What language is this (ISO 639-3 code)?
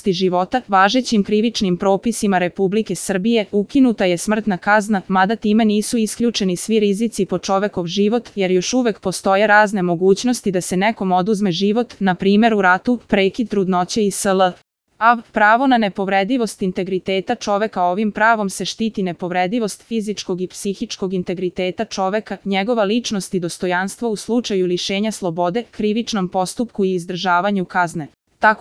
srp